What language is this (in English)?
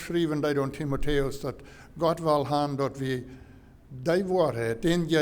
Plautdietsch